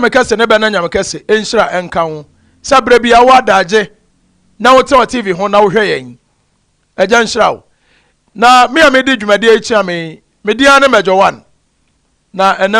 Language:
Akan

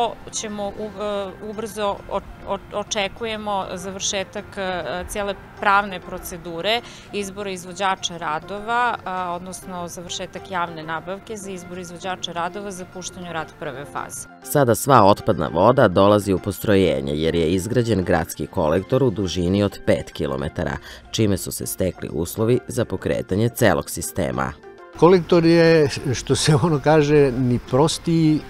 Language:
Serbian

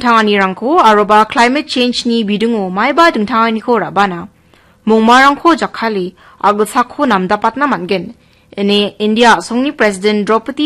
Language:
Garo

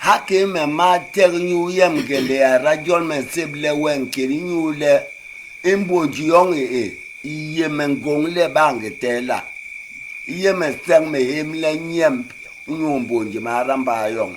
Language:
Basaa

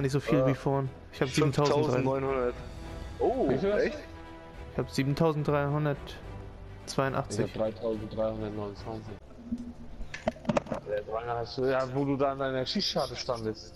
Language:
German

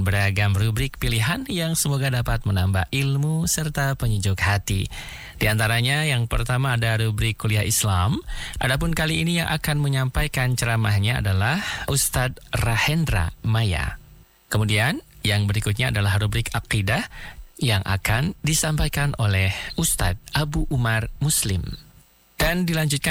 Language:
Indonesian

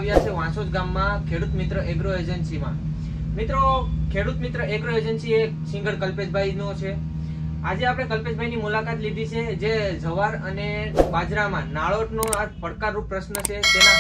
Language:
Gujarati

